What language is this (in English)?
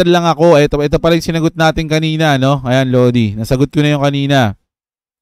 Filipino